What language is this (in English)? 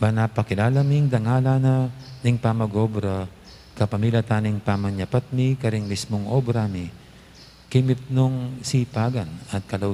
Pampanga